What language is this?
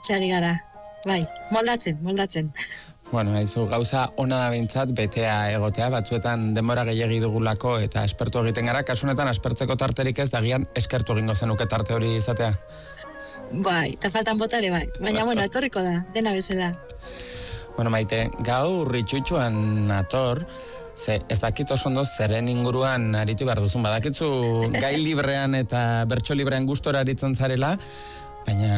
Basque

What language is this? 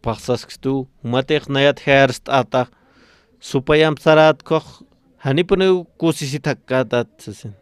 Aymara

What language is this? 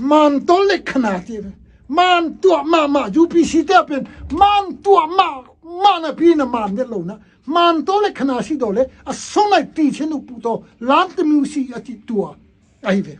Tedim Chin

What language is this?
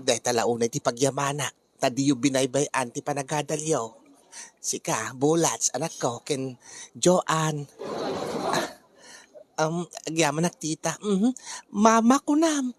Iloko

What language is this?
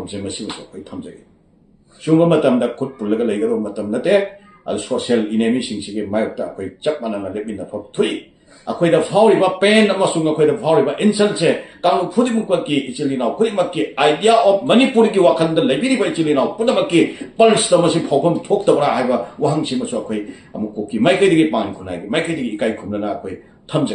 Manipuri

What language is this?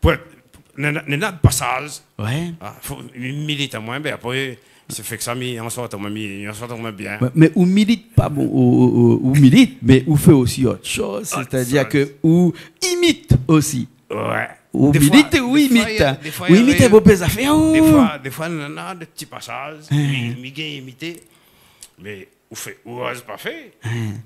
Réunion Creole French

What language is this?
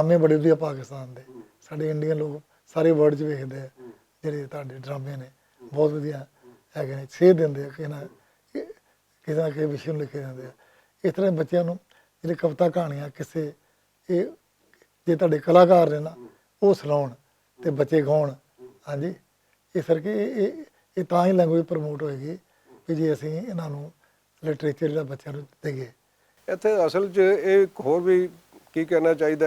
Western Panjabi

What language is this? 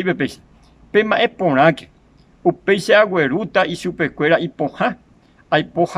Guarani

